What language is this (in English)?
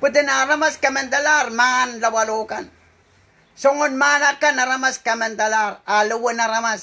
Pohnpeian